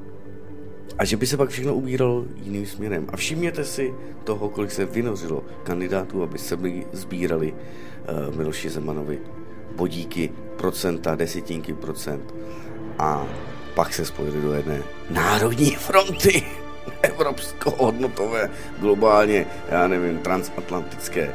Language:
Czech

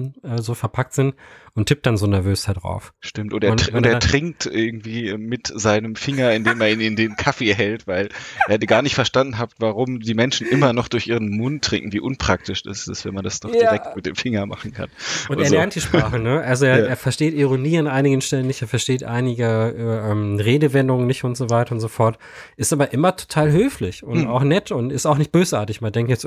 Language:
German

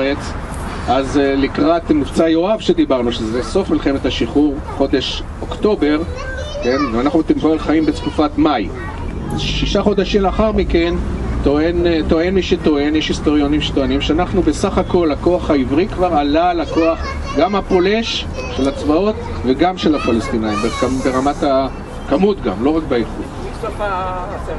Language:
Hebrew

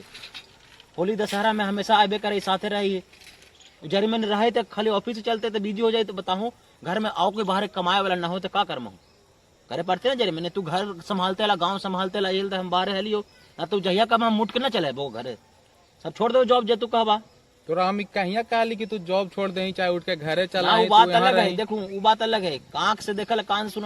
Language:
Magahi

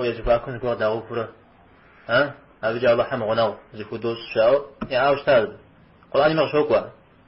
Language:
Kabardian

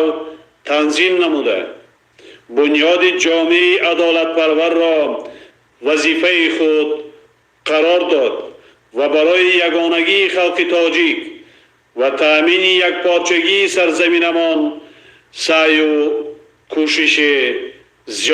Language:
Tajik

